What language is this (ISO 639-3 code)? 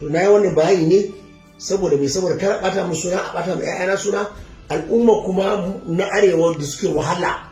hau